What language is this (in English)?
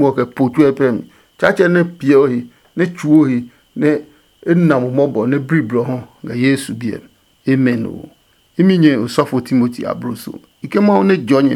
Adangme